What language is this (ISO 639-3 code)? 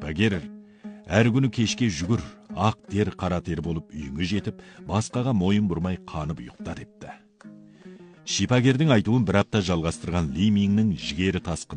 kaz